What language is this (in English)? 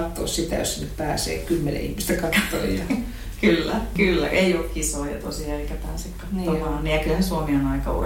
Finnish